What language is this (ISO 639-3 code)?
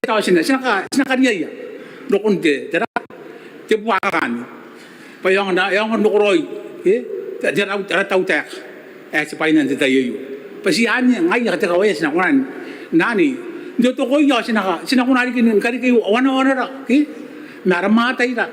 gil